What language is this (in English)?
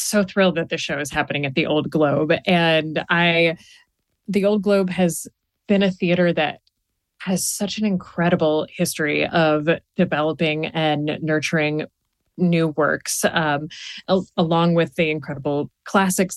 English